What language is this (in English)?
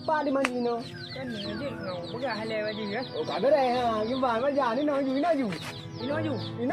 Achinese